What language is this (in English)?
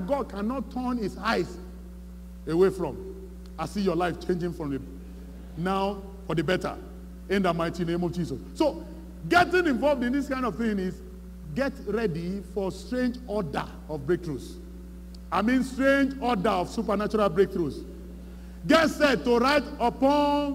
English